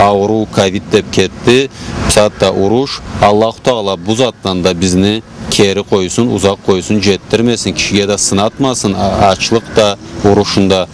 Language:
Karachay-Balkar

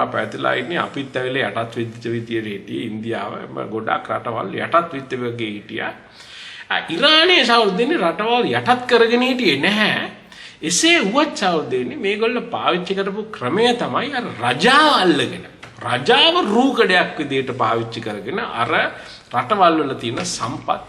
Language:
Sinhala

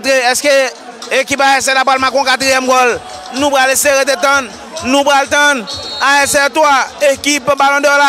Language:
Haitian Creole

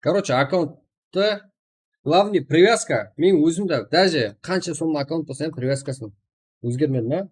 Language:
Kara-Kalpak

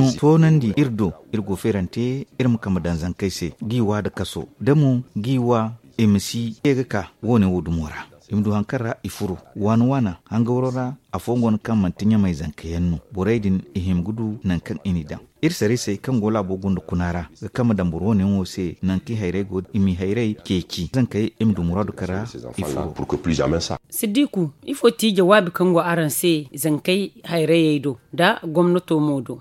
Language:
Zarma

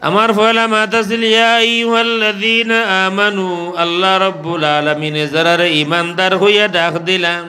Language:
Sylheti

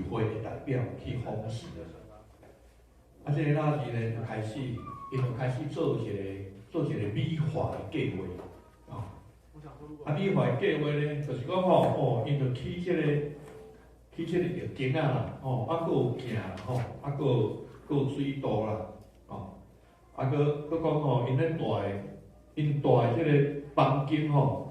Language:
Min Nan Chinese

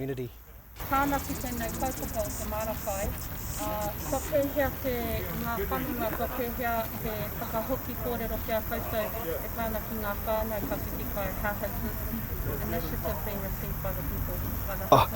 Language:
Māori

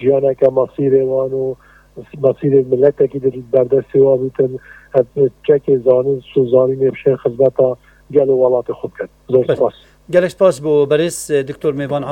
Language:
Kurdish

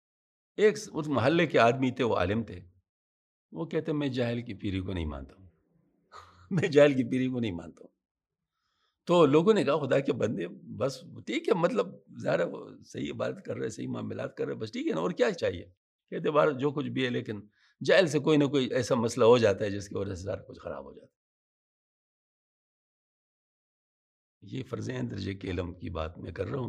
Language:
Urdu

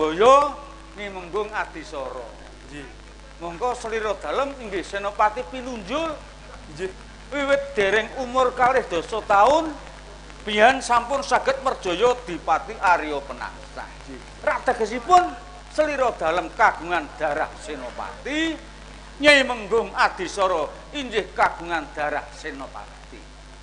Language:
Javanese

